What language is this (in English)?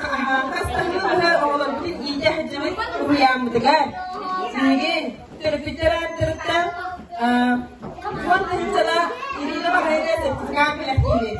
Yakut